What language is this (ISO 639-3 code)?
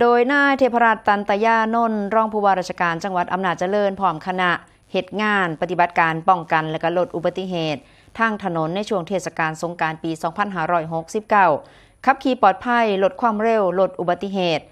tts